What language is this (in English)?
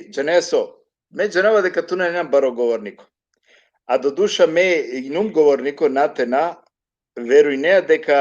Balkan Romani